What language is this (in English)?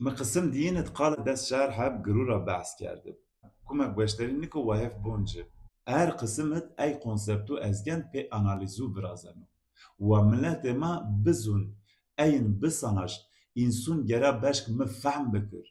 Zaza